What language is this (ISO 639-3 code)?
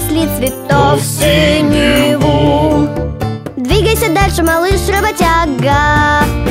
rus